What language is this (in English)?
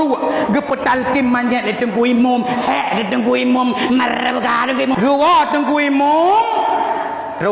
Achinese